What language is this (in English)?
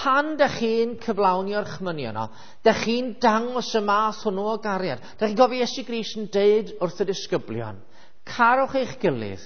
Welsh